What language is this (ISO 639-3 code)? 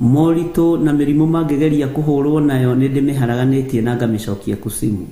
kik